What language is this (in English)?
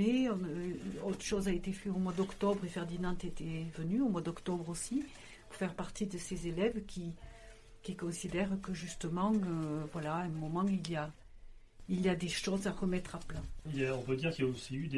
French